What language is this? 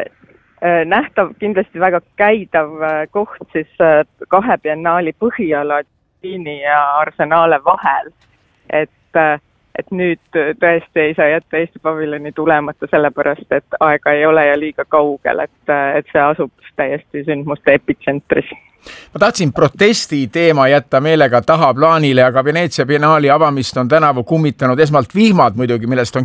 Estonian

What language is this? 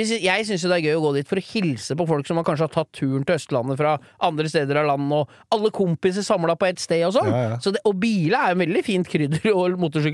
Norwegian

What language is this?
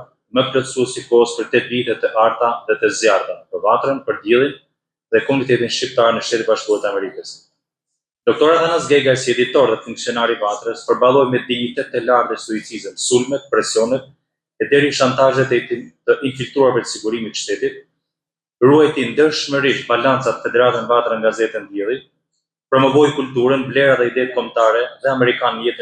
Albanian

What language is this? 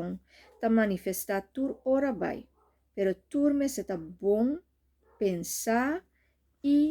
Papiamento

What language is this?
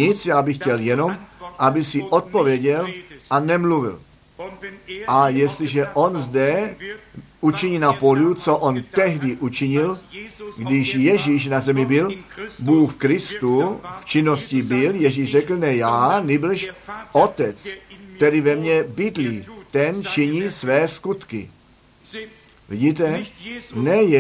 Czech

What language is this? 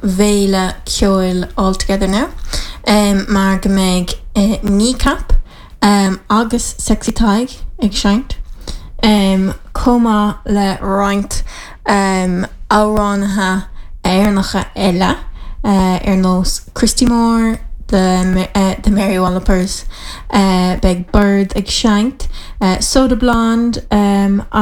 Irish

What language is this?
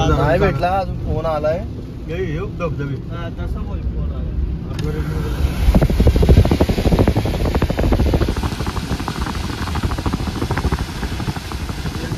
Marathi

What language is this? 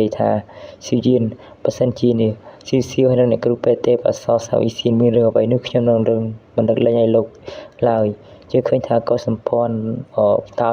Khmer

